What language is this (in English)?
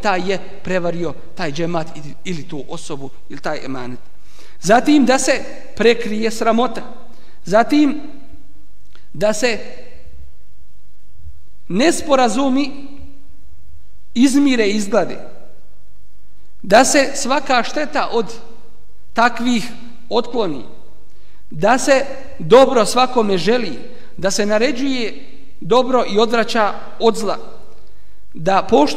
Bosnian